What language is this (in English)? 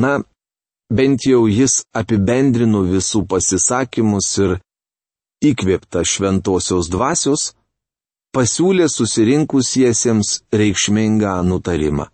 Lithuanian